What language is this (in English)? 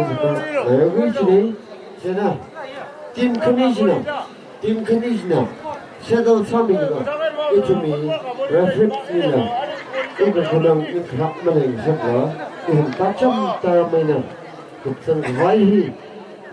Tangkhul Naga (India)